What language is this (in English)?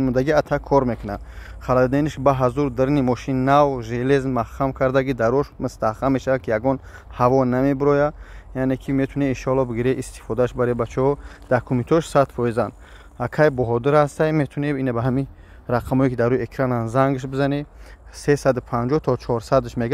Tajik